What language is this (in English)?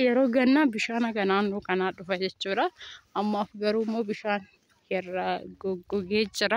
Oromo